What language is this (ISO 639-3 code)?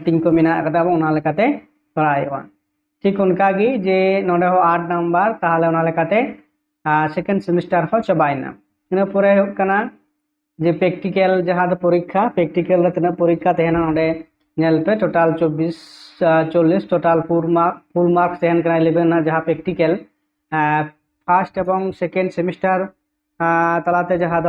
sat